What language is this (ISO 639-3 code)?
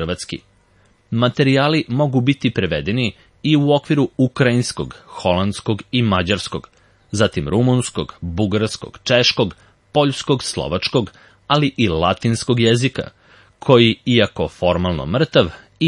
srp